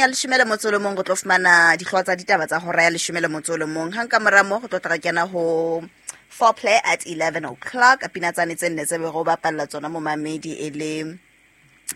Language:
Southern Sotho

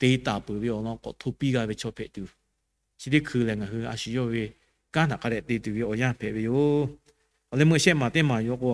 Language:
Lahu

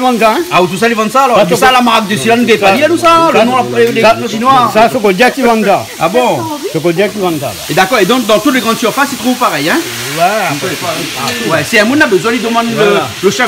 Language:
Réunion Creole French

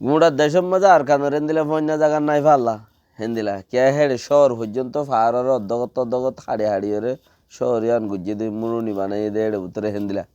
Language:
Rohingya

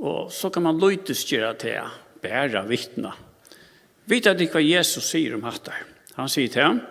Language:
Faroese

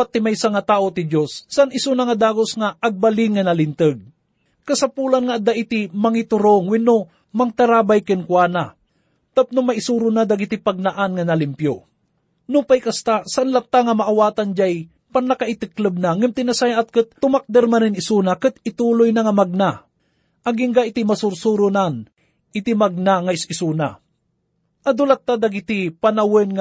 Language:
Iloko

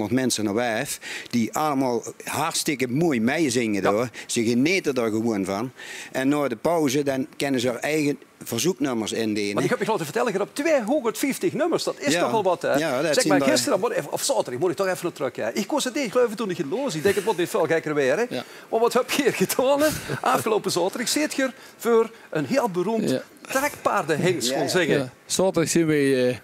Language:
Limburgish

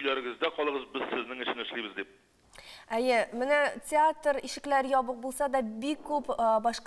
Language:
Tatar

